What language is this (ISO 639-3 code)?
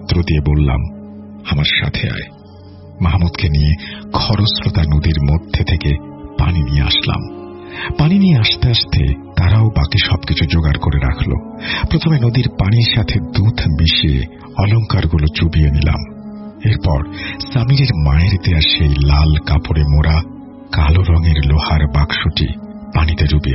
ben